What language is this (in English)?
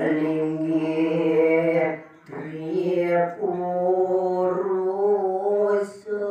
Balinese